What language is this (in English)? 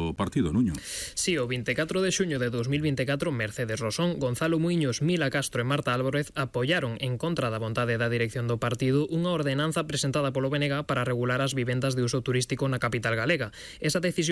Galician